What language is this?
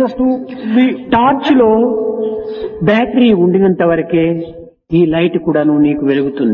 Telugu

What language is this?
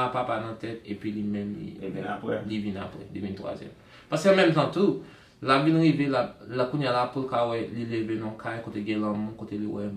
Haitian Creole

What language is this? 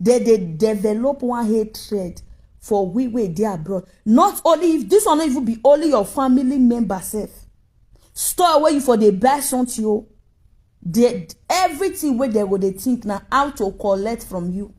Nigerian Pidgin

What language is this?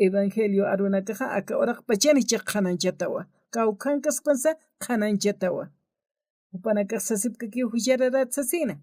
Aymara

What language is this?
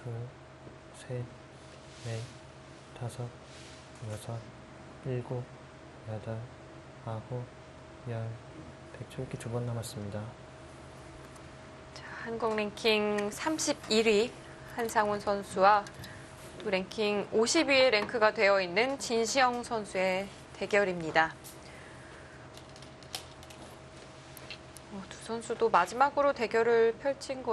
Korean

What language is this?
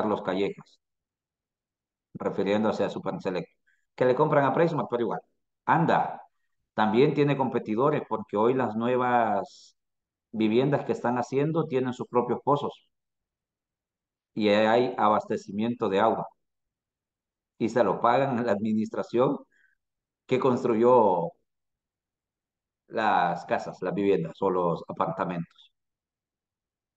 Spanish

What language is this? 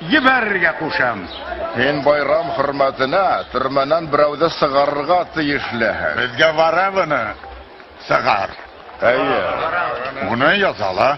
Bashkir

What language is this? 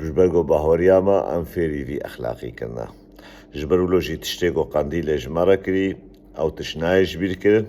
Kurdish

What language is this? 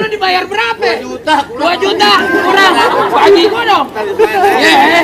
Betawi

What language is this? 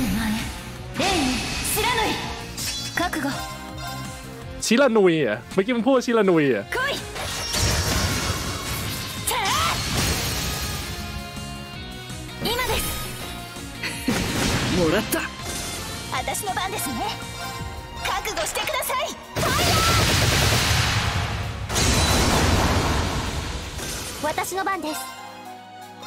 Thai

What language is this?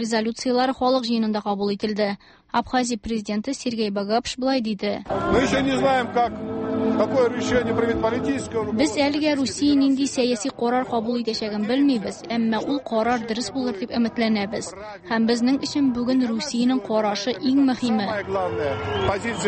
Tatar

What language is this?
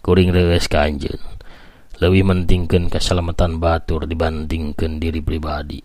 Sundanese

